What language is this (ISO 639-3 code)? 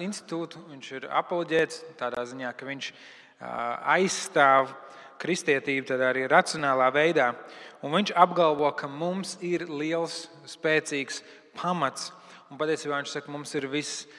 lav